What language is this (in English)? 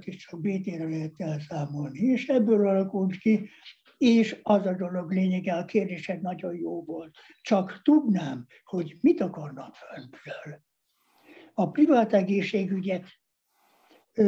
Hungarian